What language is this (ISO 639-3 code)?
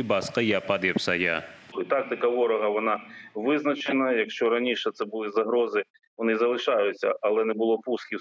crh